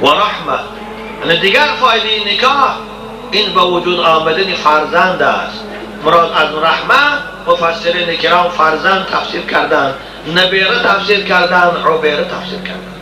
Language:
Tajik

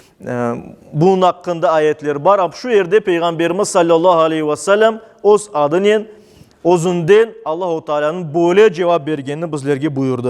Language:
Crimean Tatar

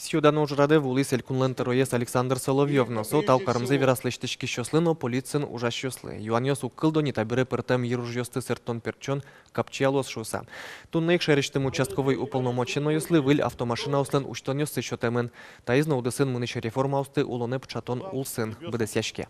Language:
Udmurt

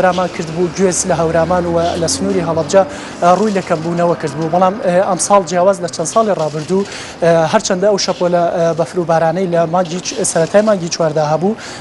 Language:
Central Kurdish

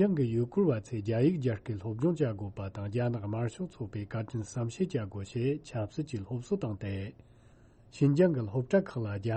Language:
Tibetan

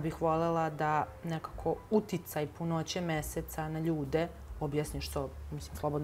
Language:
Bosnian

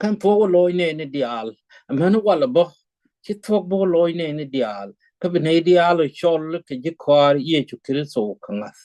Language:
Nuer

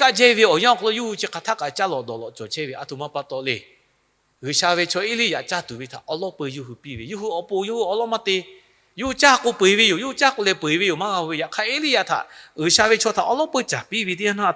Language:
Lahu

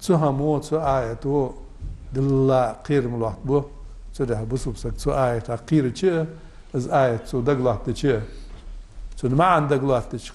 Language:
Ingush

